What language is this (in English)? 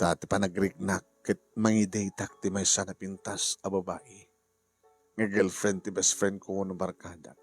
Iloko